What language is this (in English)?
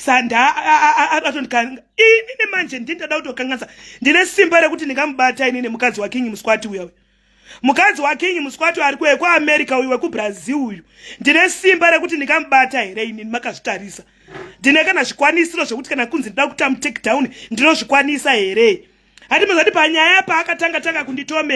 Shona